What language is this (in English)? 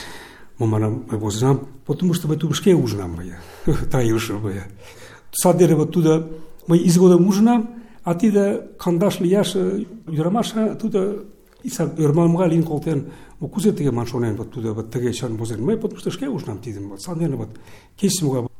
Mari